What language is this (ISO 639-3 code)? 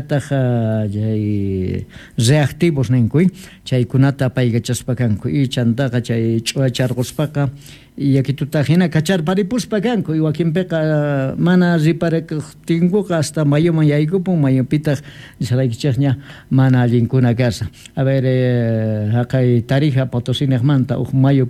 quh